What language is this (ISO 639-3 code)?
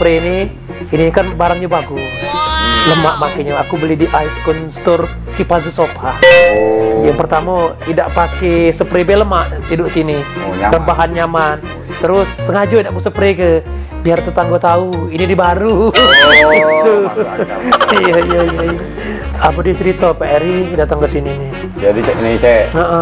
mui